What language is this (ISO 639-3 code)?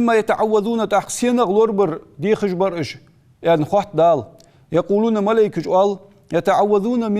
inh